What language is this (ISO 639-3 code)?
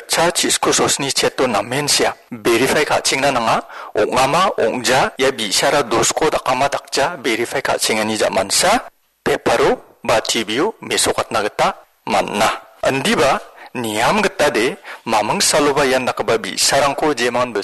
grt